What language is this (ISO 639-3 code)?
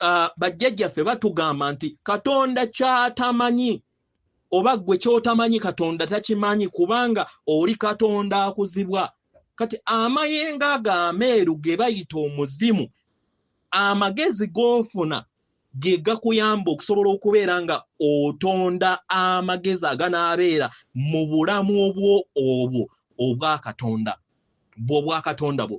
lug